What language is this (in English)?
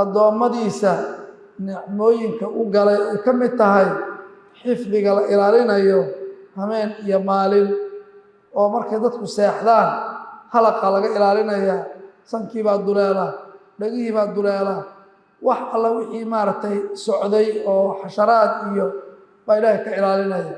Somali